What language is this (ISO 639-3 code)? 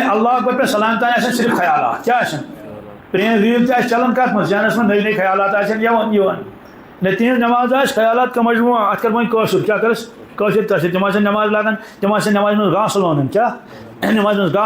kas